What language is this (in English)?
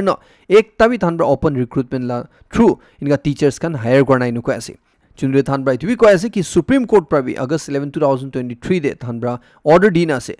Naga Pidgin